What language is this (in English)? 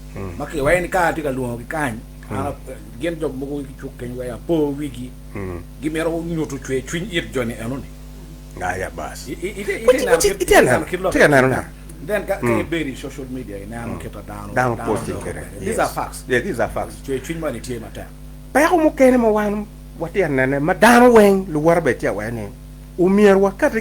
Acoli